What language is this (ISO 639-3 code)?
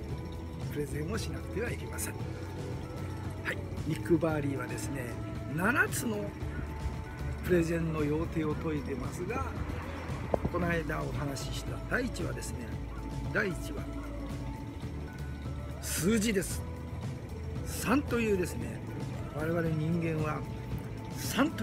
jpn